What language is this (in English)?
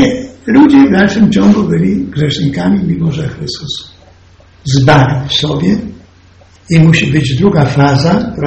Polish